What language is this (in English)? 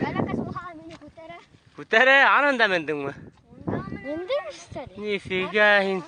Bashkir